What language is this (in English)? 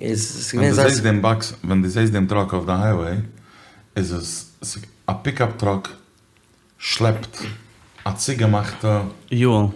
Yiddish